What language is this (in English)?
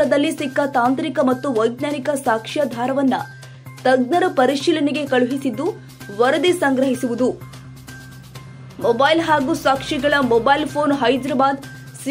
Kannada